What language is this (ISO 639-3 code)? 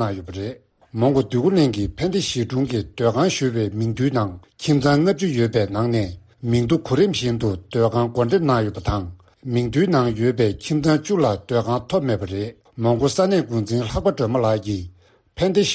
bod